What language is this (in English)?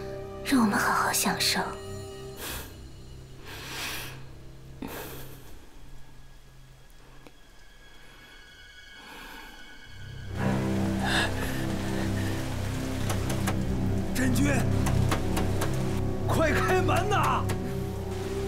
Chinese